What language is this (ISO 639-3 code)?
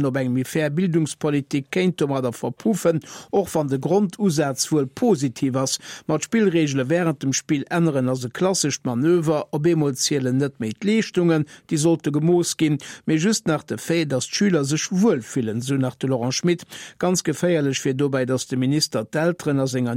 ltz